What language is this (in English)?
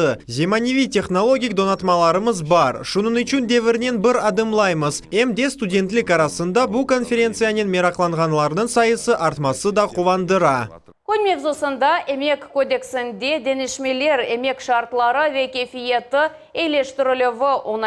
Crimean Tatar